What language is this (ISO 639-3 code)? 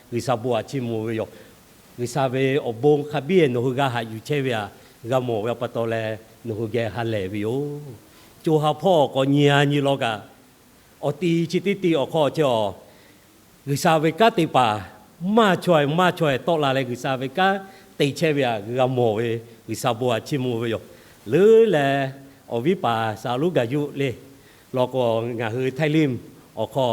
lhu